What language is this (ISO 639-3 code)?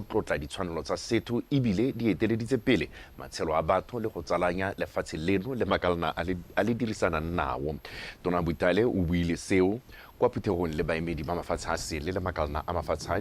tsn